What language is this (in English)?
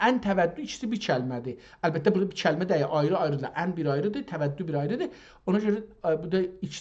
South Azerbaijani